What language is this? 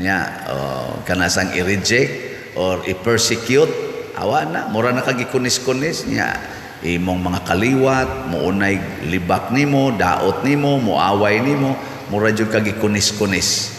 Cebuano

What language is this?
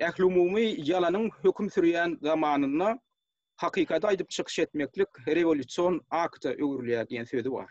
Turkmen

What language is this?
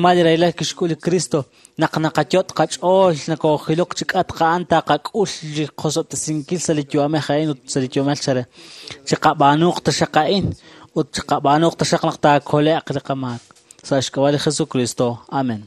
Kekchí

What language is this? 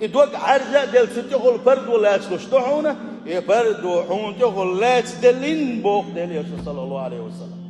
Chechen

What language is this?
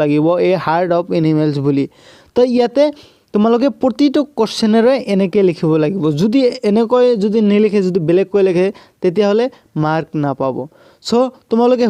Assamese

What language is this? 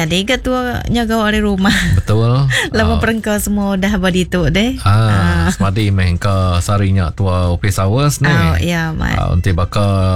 Iban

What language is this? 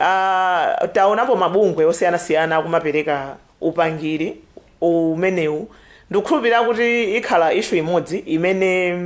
Nyanja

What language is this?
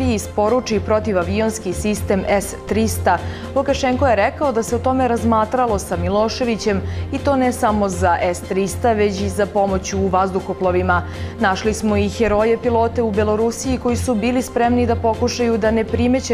Serbian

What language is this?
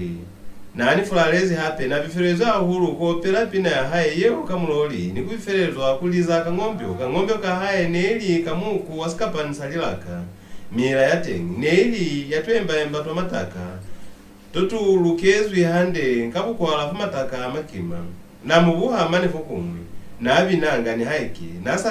Lozi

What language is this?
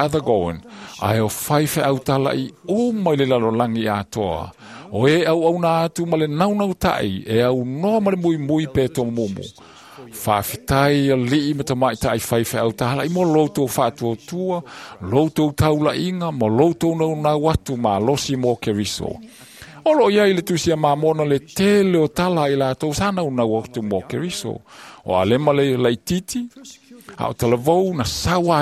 Samoan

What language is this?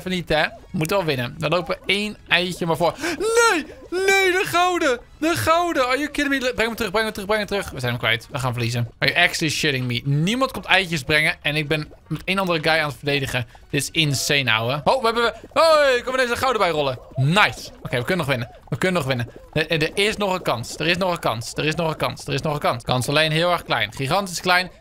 Dutch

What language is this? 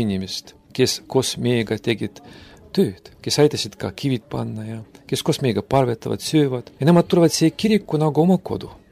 Estonian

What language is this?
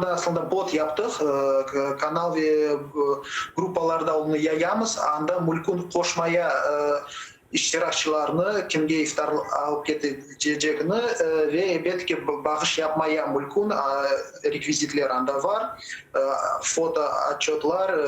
Crimean Tatar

